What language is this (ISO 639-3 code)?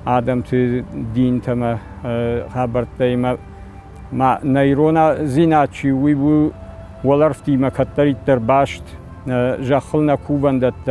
oss